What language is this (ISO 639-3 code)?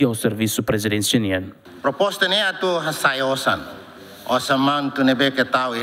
tet